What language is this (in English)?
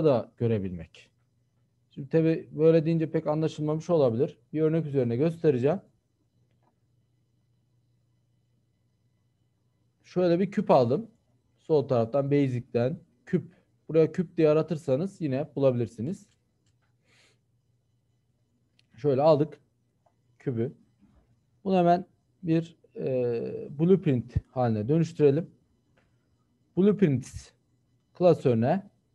Turkish